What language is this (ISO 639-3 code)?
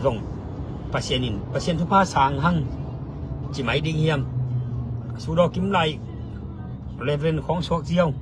ctd